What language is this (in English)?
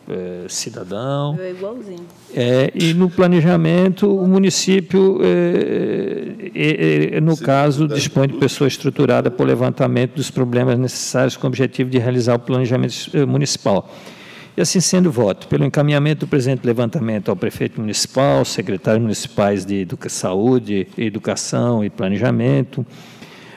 Portuguese